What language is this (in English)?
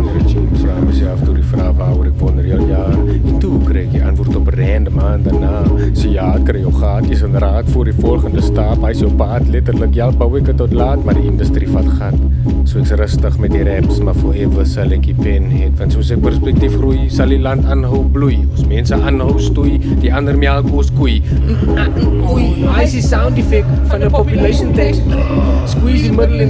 Afrikaans